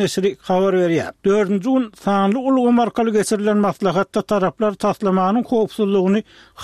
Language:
Turkmen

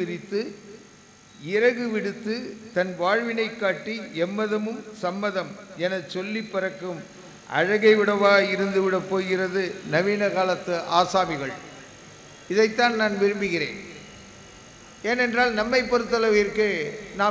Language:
Tamil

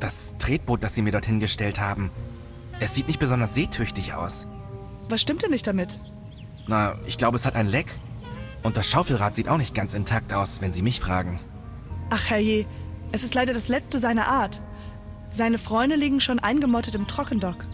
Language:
Bavarian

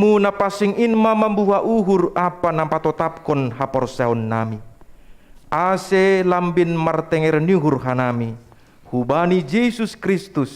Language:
Batak Simalungun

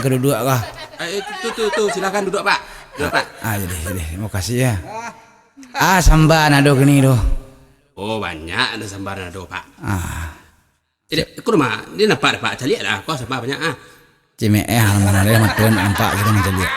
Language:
Minangkabau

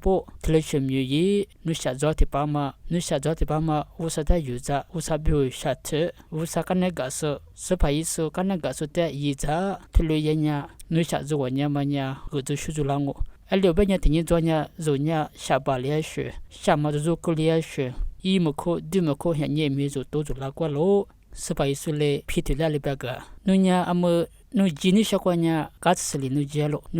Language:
Lisu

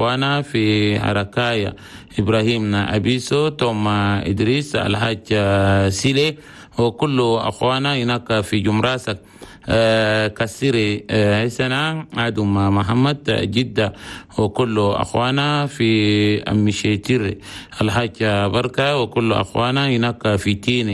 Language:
Chadian Arabic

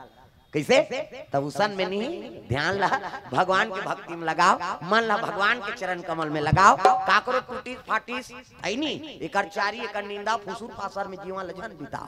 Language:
Chhattisgarhi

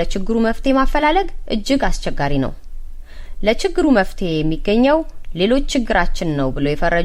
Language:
Amharic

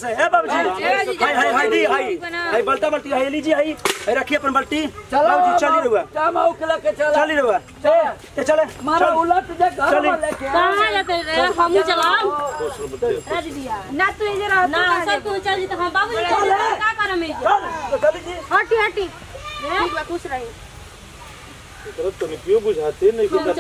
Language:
Bhojpuri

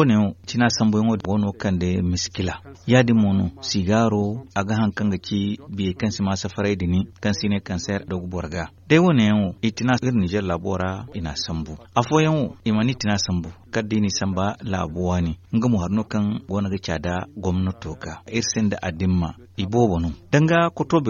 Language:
Zarma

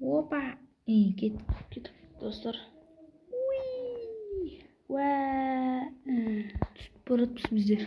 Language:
Kara-Kalpak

